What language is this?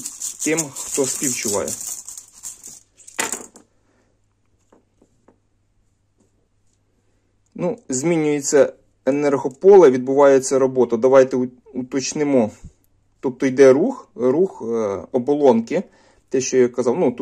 Ukrainian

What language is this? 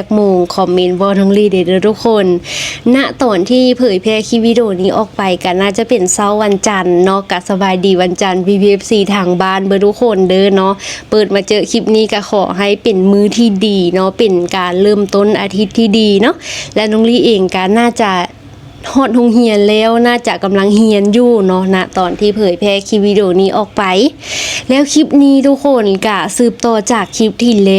Lao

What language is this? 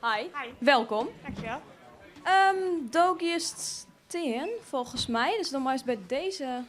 Western Frisian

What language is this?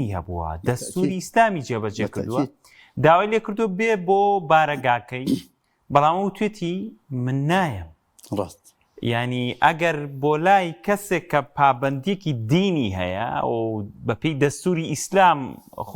Central Kurdish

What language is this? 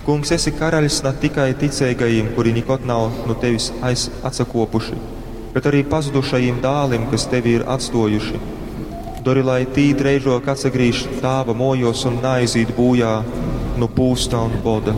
Latgalian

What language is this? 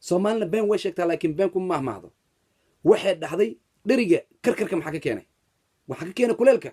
Somali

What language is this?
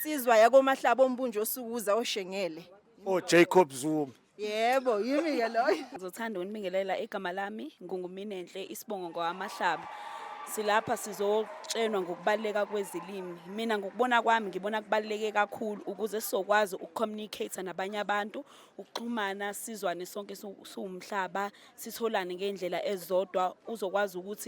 Zulu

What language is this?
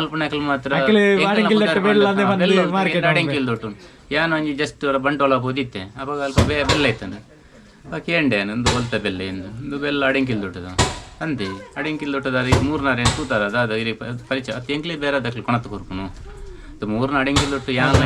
Tulu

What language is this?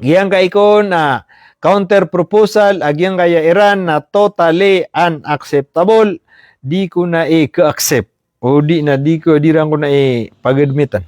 Maranao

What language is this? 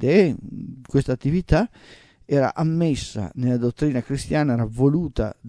Italian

